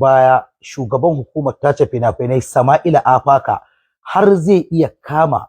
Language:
Hausa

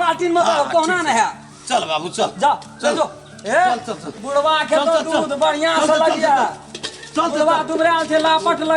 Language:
Maithili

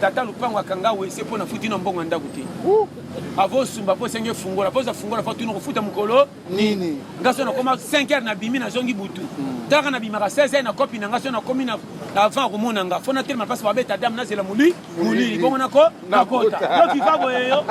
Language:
Lingala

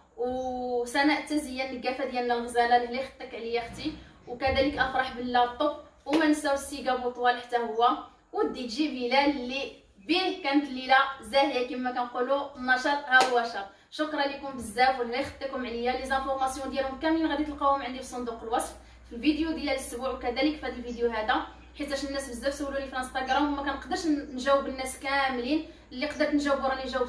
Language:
Moroccan Arabic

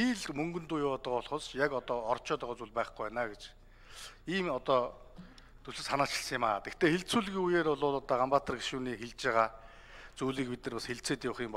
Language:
Mongolian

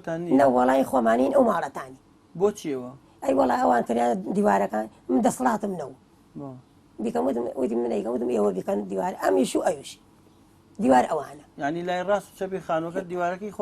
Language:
Central Kurdish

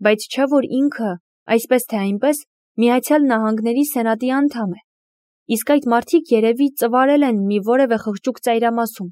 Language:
Armenian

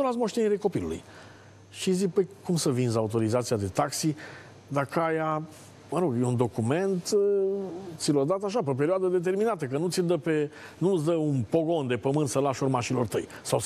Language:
Romanian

